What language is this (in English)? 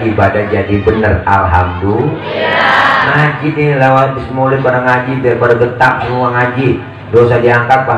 Betawi